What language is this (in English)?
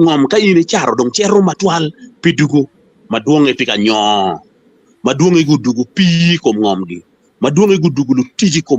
Acoli